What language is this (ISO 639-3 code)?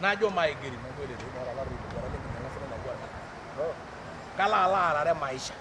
mas